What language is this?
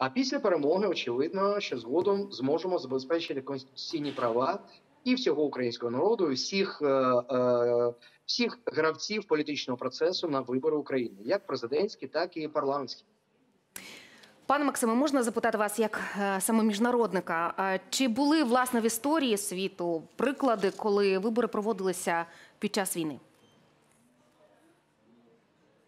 Ukrainian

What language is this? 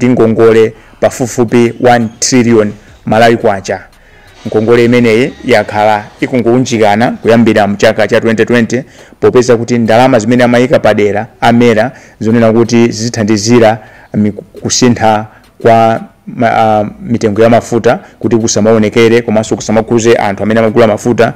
Nyanja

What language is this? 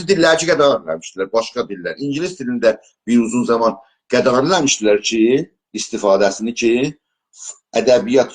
South Azerbaijani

